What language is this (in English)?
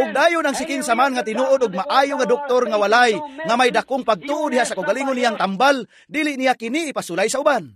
Cebuano